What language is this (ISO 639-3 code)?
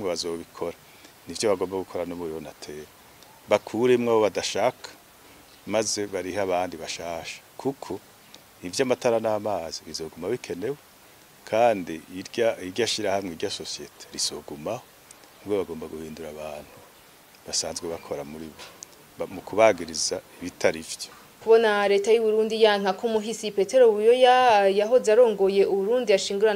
run